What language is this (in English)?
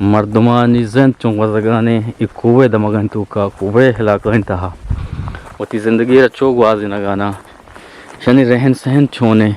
Eastern Balochi